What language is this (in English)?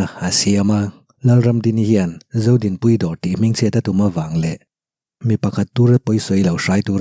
Mizo